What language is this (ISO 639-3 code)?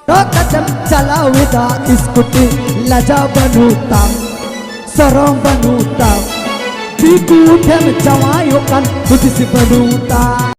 sat